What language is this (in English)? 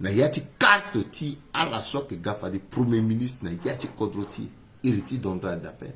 Sango